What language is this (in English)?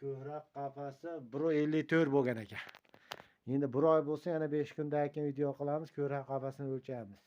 Uzbek